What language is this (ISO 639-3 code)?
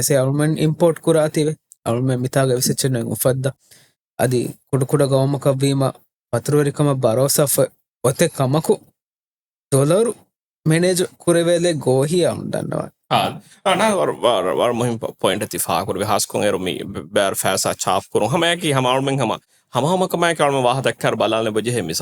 div